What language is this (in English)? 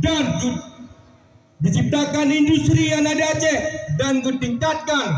Achinese